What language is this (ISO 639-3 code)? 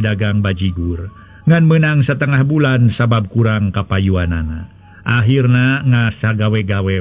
sun